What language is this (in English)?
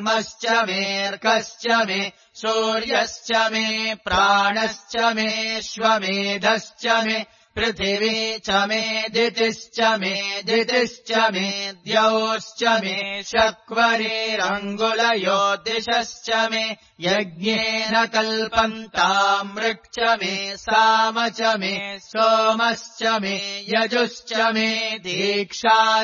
Sanskrit